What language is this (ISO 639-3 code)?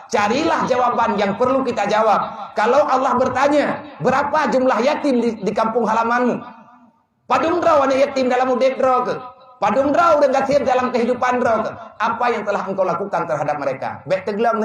ace